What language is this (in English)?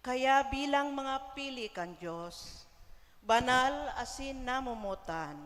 Bikol